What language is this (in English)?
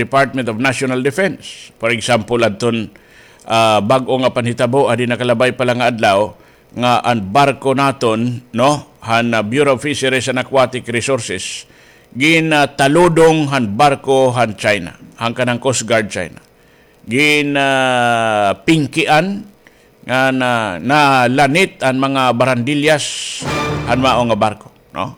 Waray